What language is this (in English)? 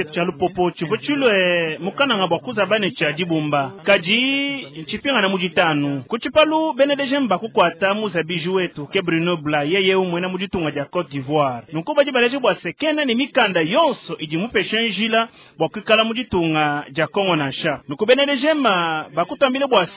Luba-Lulua